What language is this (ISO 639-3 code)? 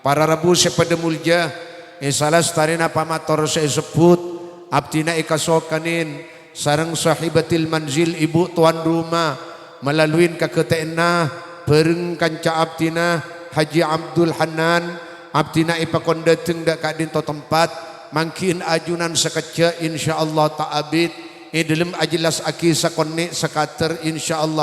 mad